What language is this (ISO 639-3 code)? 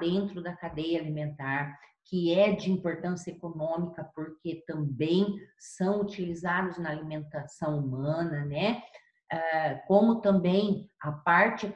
por